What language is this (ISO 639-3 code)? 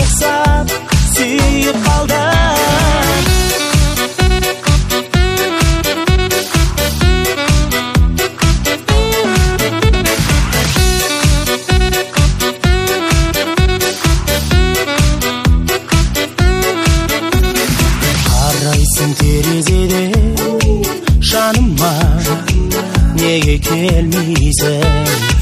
kaz